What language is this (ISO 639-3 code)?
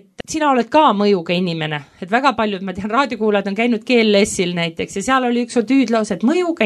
est